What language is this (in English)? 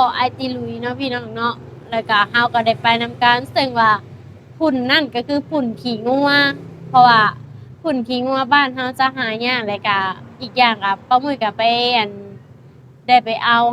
Lao